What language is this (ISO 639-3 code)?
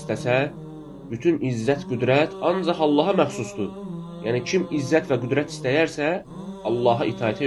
aze